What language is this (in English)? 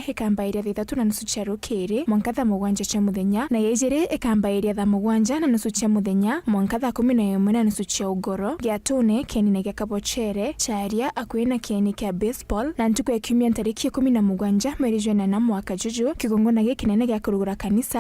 Meru